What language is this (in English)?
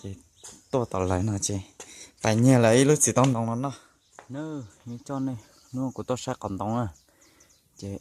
Hmong